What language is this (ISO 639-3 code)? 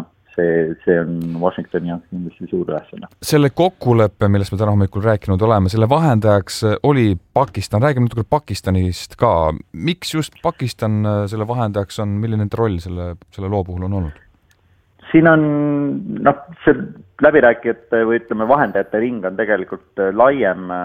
est